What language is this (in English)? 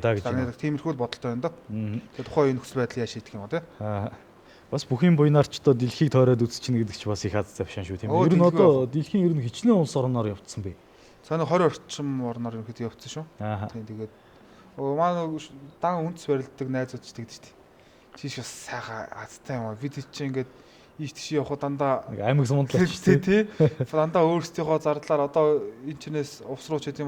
Mongolian